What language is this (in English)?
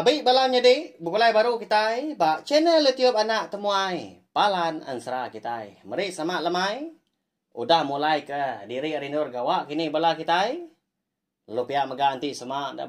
Iban